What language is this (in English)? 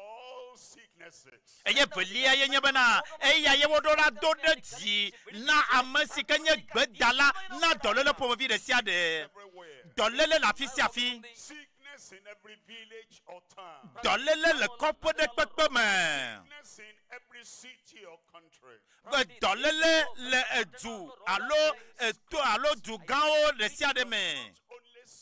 Ewe